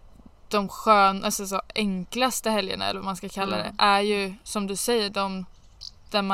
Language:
Swedish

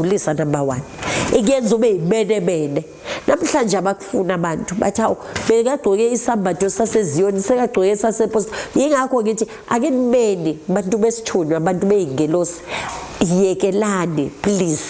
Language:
Zulu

